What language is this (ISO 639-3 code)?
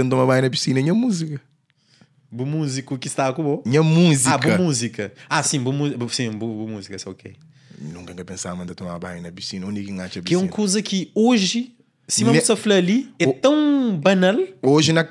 kea